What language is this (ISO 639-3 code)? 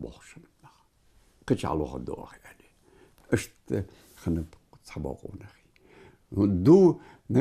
inh